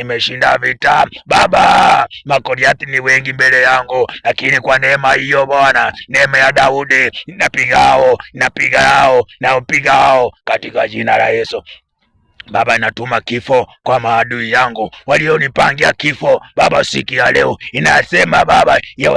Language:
Swahili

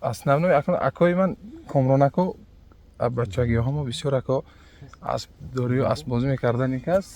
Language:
Tajik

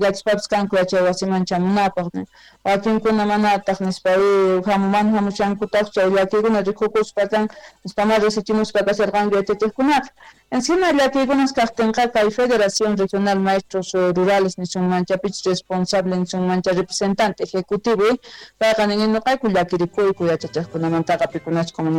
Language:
Quechua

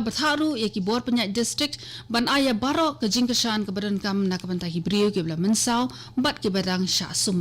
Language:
Khasi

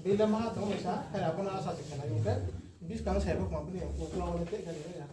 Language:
Riang (India)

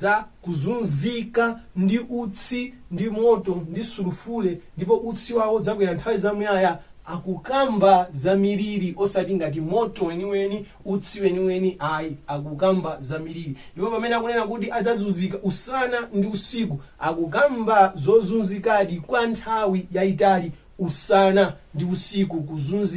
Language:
Nyanja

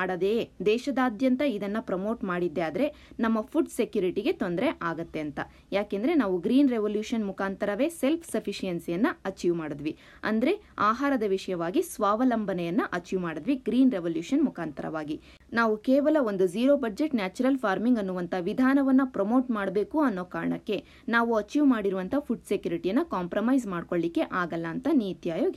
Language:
Kannada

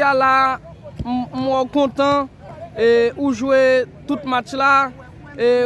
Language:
Haitian Creole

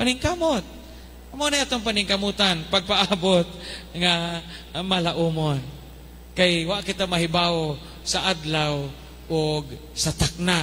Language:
Cebuano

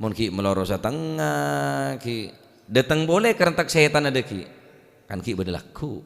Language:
Madurese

